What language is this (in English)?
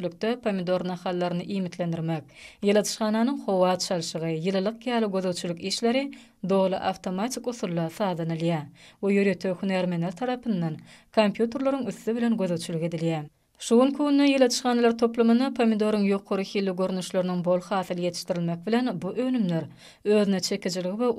Turkmen